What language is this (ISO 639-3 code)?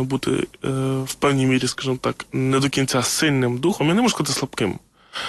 ukr